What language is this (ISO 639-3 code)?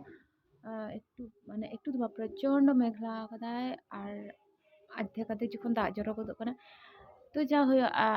sat